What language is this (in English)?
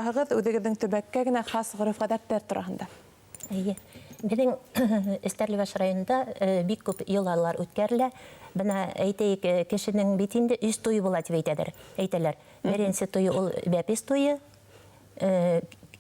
Bashkir